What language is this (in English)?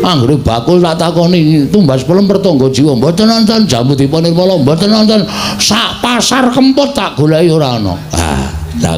Javanese